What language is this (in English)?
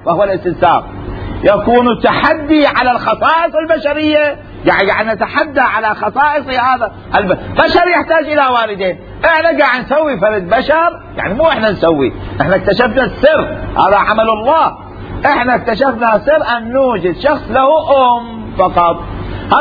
Mesopotamian Arabic